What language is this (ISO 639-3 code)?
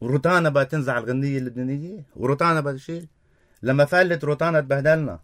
apc